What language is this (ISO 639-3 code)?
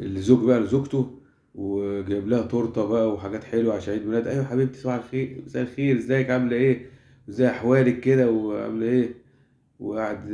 arz